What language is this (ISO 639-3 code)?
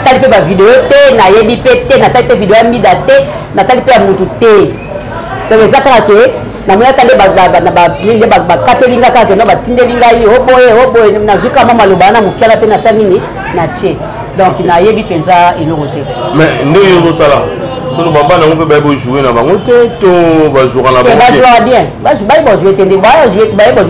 lin